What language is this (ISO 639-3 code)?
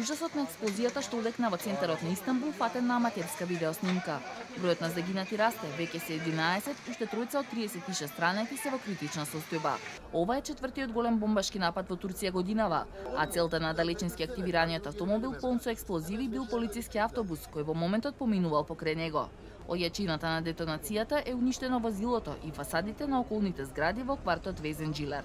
mkd